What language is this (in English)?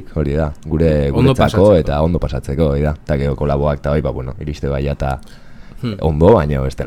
Basque